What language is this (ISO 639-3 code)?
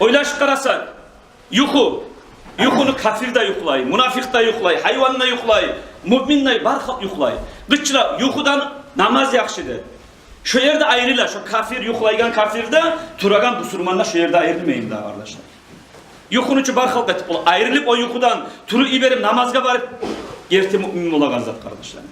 kum